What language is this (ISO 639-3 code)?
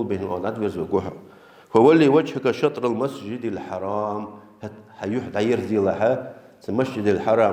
inh